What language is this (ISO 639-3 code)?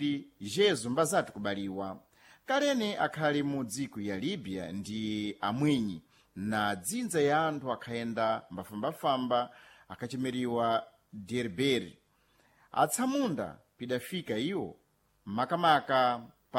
seh